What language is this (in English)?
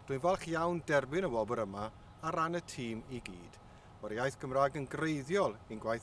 Welsh